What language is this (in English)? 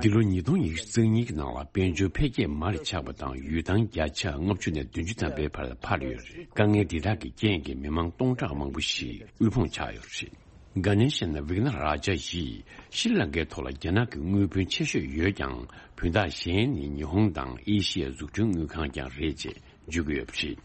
Tibetan